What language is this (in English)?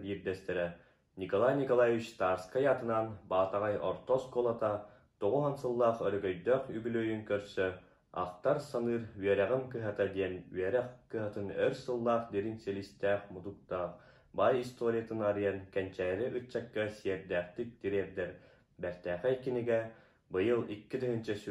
Yakut